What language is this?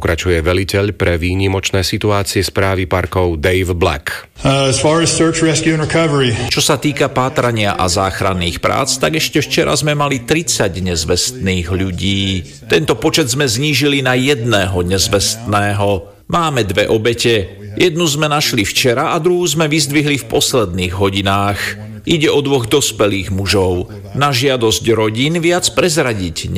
Slovak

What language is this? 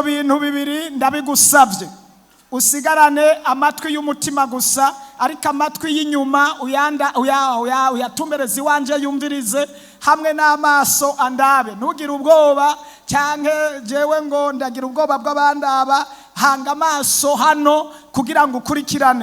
Rundi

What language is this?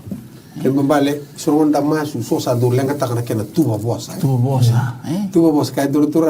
Fijian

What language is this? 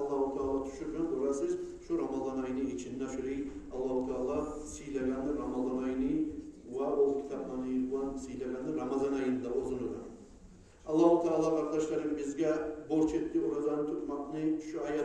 Kumyk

